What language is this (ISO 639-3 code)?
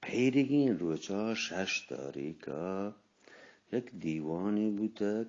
bgp